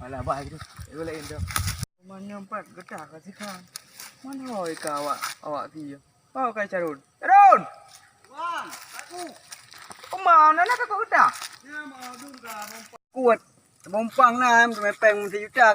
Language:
Achinese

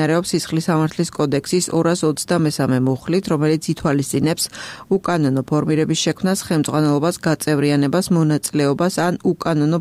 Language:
Georgian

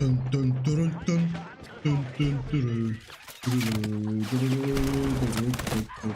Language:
Swiss German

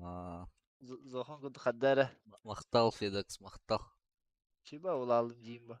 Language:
Yakut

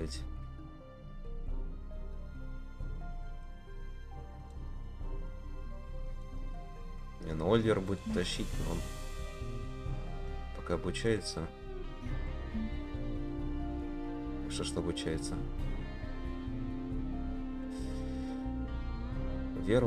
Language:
Russian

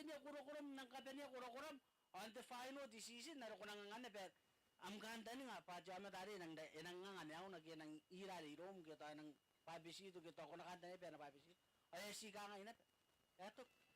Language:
Gilbertese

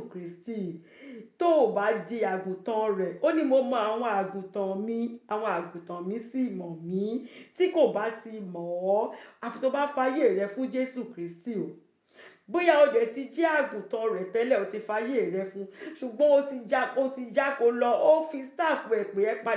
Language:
Yoruba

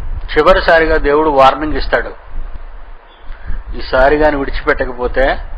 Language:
Telugu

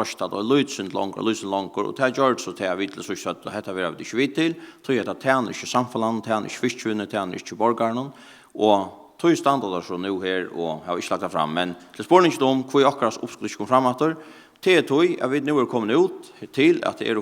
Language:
Faroese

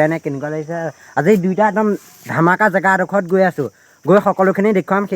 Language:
Assamese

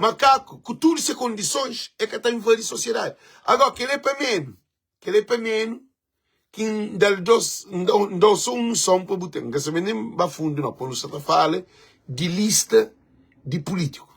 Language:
Kabuverdianu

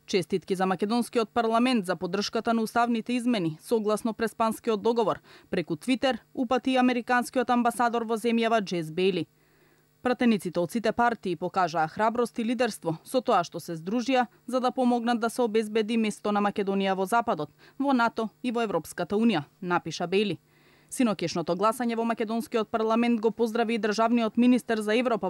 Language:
Macedonian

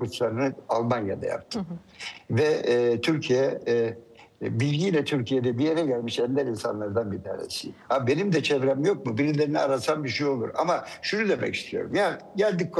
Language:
Turkish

